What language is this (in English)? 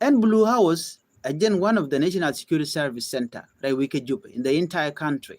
Nuer